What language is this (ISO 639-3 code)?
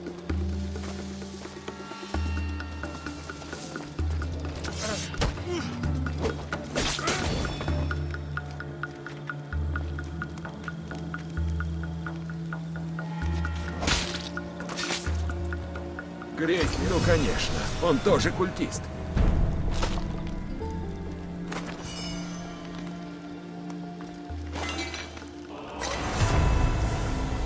rus